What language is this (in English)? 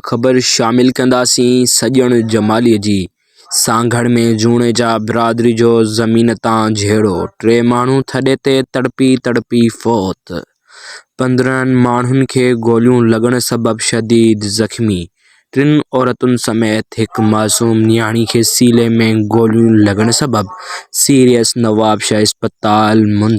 Sindhi